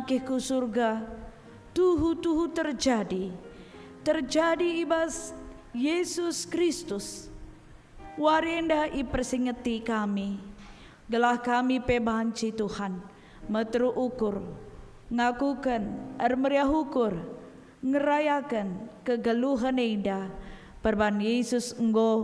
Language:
Batak Karo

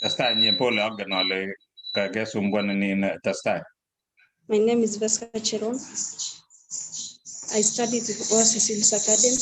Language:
Kalenjin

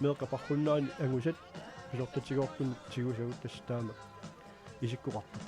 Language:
Kalaallisut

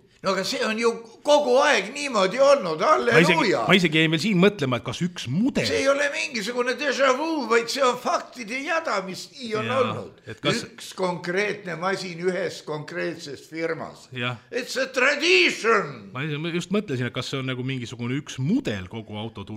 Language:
Estonian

